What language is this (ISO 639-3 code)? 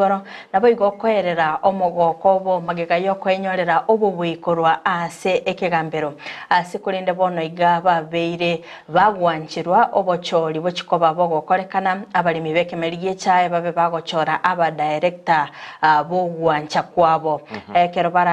guz